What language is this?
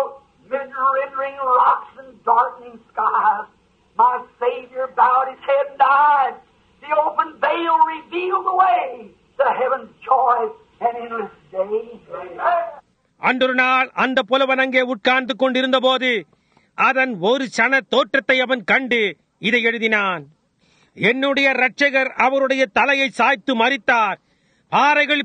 Tamil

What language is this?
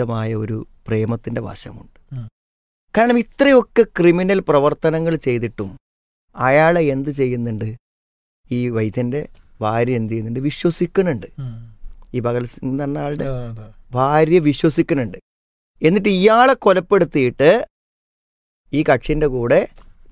Malayalam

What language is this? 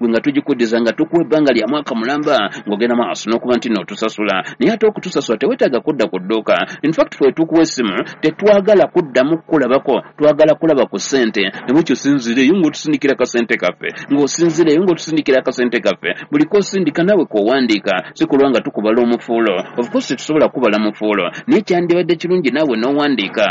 Ganda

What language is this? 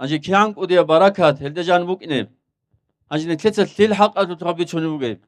Avaric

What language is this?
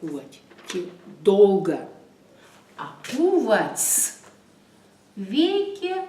Erzya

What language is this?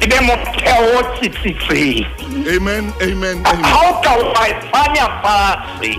Southern Sotho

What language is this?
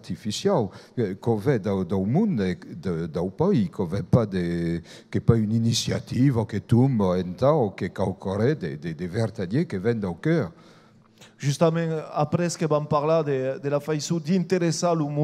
Occitan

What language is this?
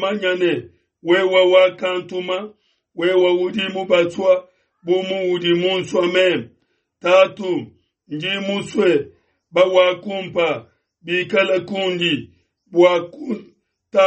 Luba-Lulua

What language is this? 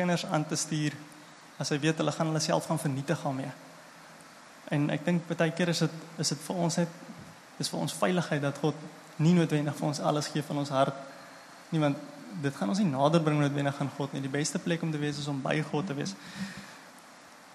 Afrikaans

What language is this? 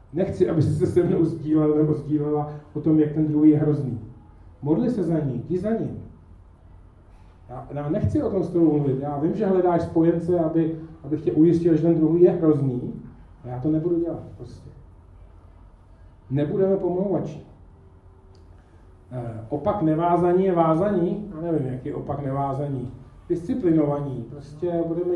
Czech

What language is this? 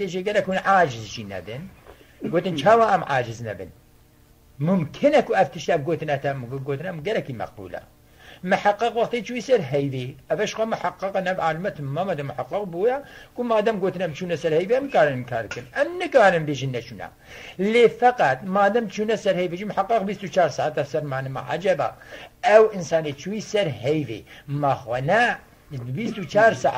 Kurdish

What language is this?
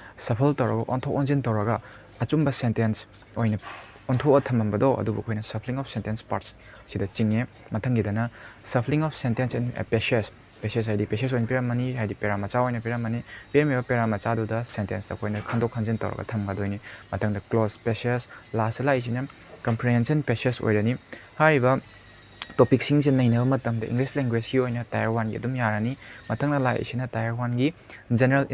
Manipuri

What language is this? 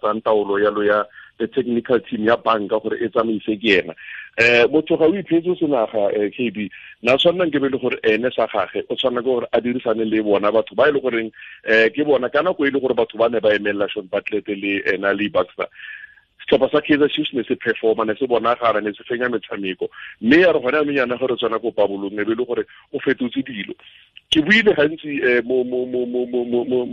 Tswana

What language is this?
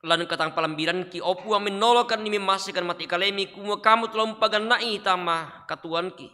Toraja-Sa'dan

